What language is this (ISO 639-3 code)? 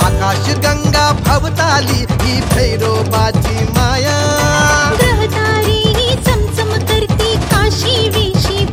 mar